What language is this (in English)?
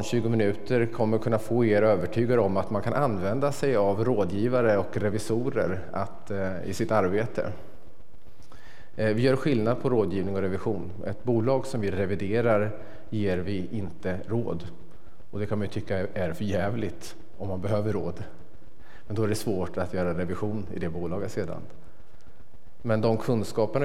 Swedish